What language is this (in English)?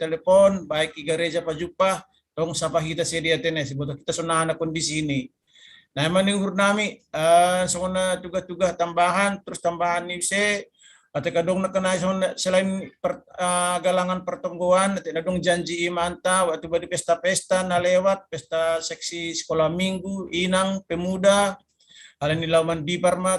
Batak Simalungun